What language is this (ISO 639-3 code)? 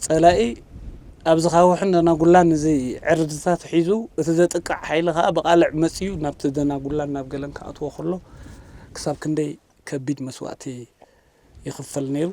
tir